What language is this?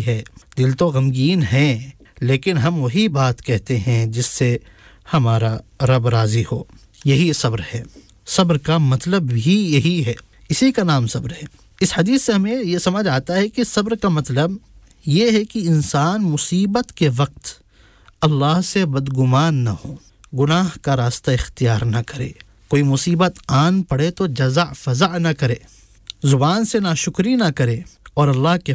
Urdu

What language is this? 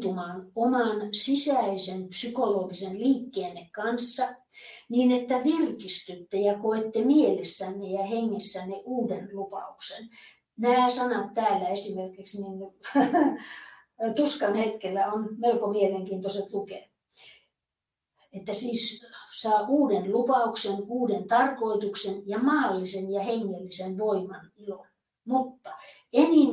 Finnish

